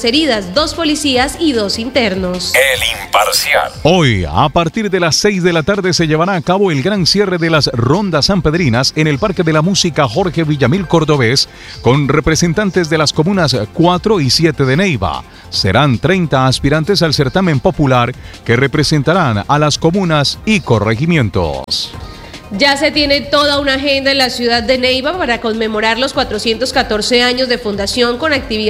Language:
Spanish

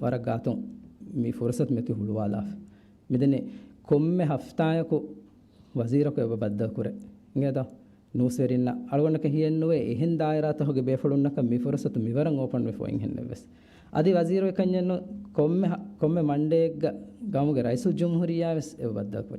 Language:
Divehi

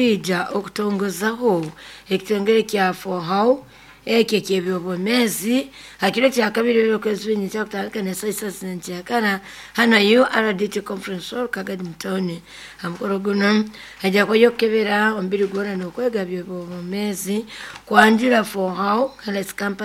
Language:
Nyoro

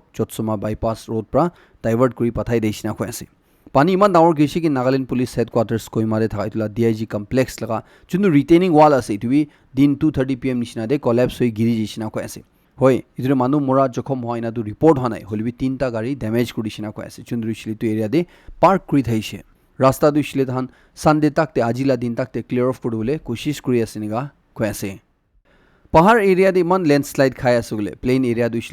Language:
Naga Pidgin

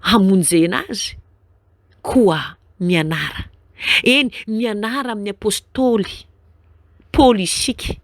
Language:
Malagasy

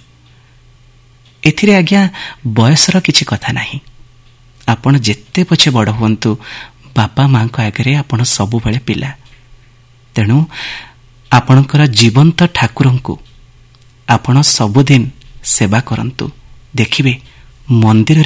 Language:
Odia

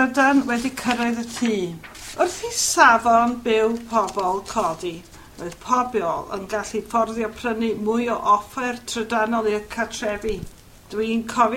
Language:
Welsh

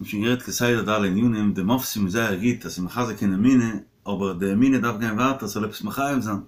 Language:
Yiddish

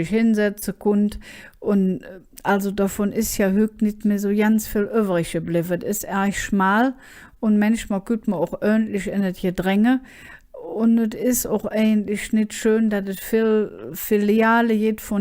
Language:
Colognian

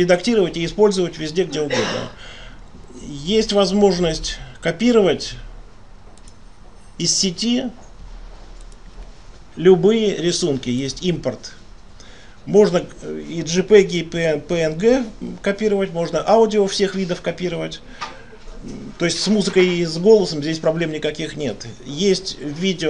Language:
Russian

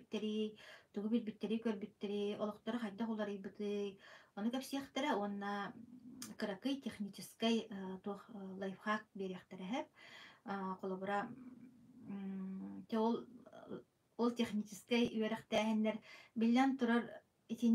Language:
Yakut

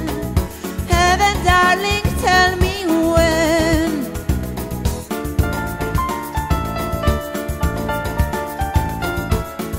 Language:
Greek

